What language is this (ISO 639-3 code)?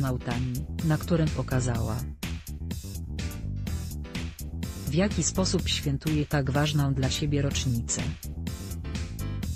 pol